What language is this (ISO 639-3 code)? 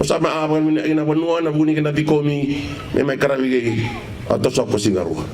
fij